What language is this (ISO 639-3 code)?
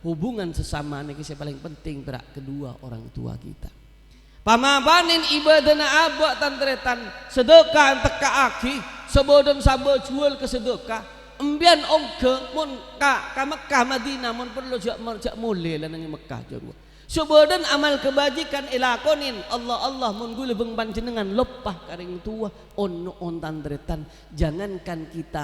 mad